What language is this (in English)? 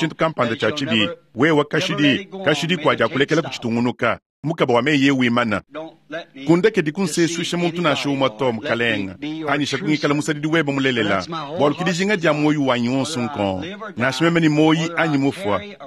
Luba-Lulua